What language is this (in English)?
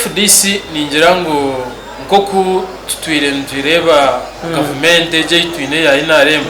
Nyankole